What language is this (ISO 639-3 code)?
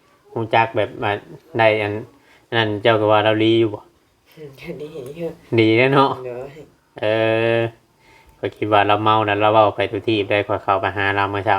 tts